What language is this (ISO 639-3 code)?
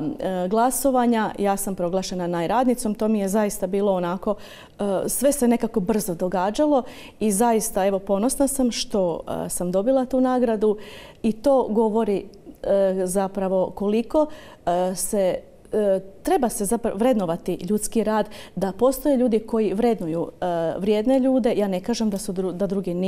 hrv